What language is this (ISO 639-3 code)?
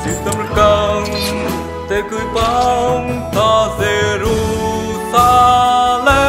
cmo